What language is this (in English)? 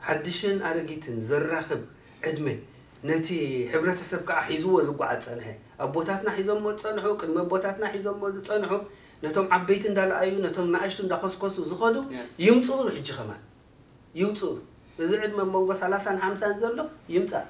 Tigrinya